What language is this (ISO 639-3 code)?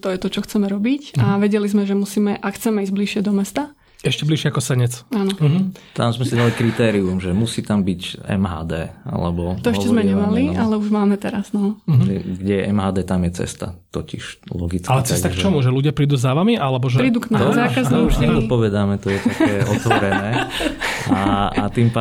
slk